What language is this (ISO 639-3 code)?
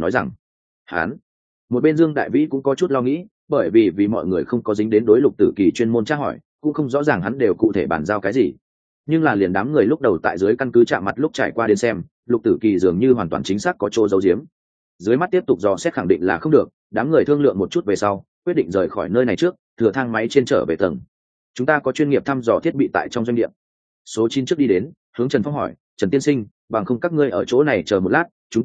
vie